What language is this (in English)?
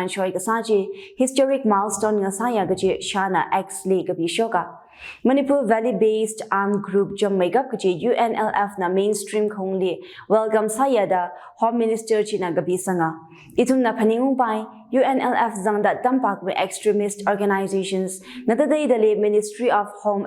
Tangkhul Naga (India)